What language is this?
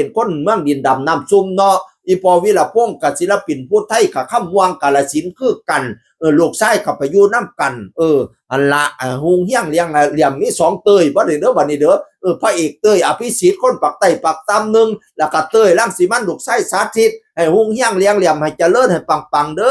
Northeastern Thai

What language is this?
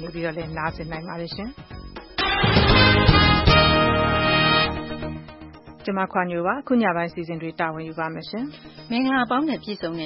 Burmese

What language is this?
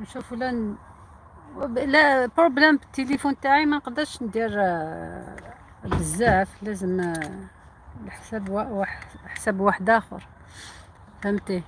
Algerian Arabic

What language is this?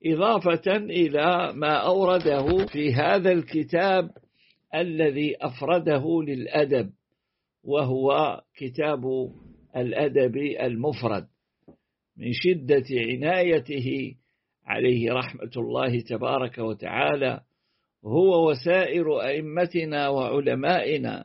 Arabic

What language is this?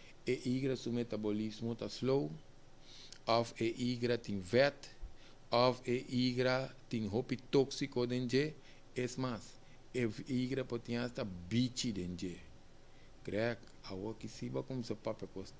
Papiamento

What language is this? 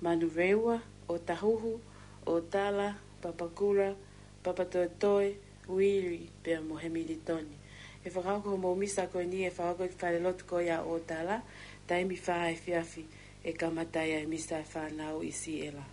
Tongan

